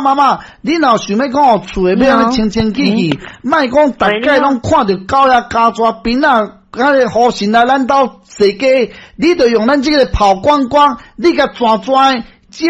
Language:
Min Nan Chinese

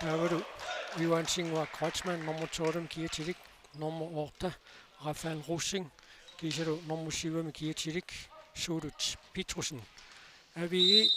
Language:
Kalaallisut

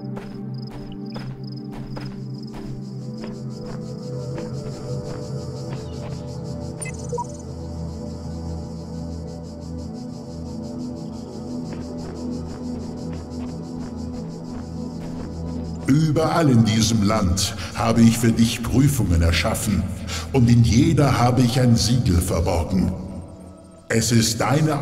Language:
German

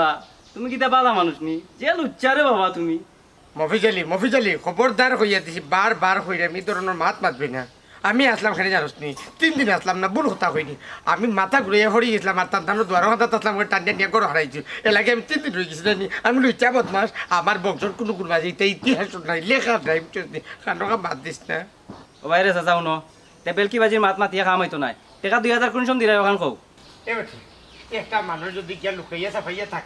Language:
Sylheti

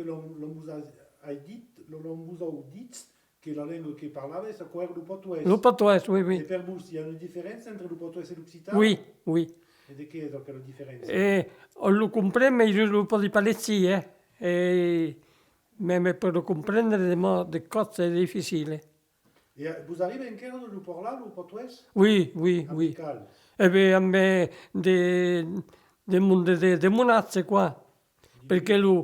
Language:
Occitan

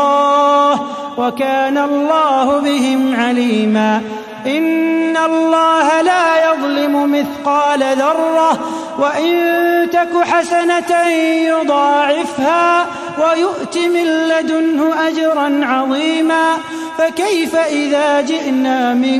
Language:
Arabic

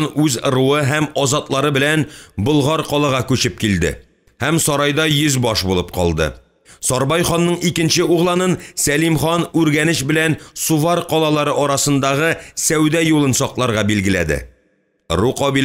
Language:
Tatar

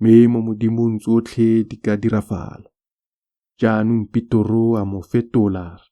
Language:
Tswana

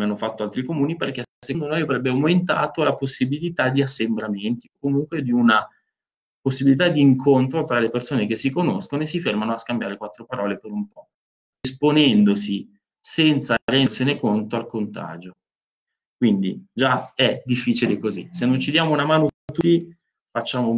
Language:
Italian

